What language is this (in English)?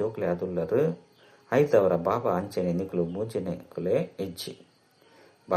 Tulu